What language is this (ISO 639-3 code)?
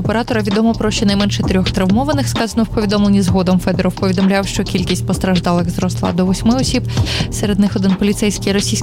ukr